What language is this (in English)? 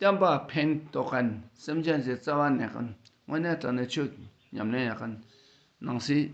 Dakpakha